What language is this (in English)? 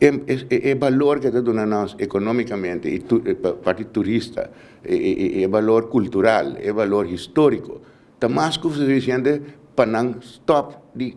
Papiamento